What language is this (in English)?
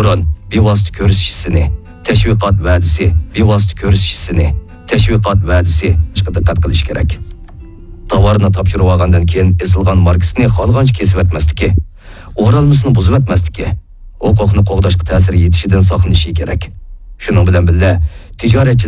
Uyghur